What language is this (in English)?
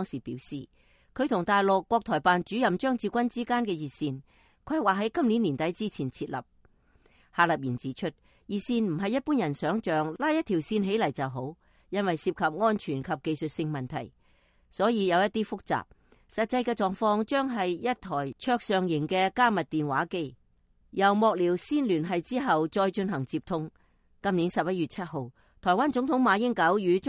Cantonese